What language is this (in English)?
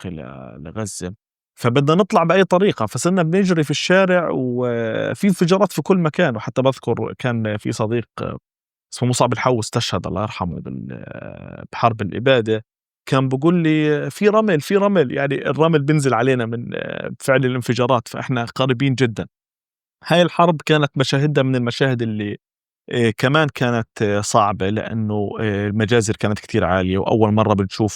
North Levantine Arabic